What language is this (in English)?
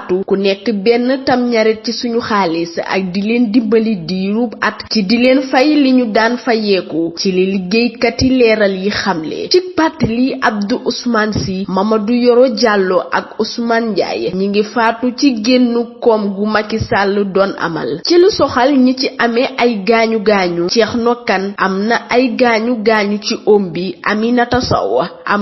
Wolof